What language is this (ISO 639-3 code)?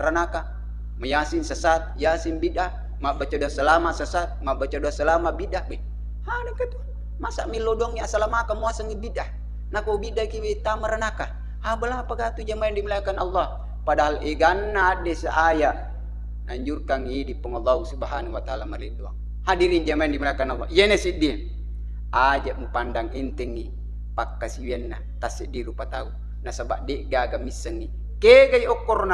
bug